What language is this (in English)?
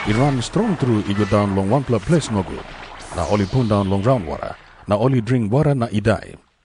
Tok Pisin